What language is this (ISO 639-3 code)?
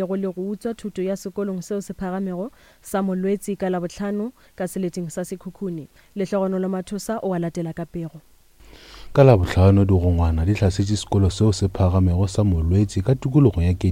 nso